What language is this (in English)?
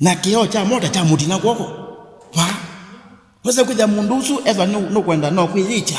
Kamba